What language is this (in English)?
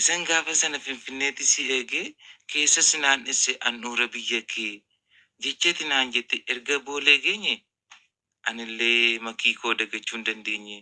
Oromo